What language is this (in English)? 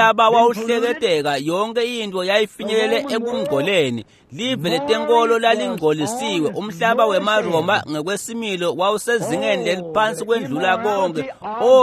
Swati